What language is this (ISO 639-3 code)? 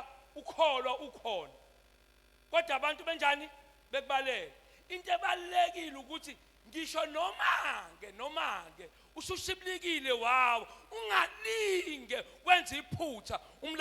zul